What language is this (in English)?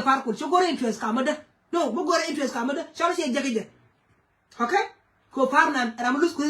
Nuer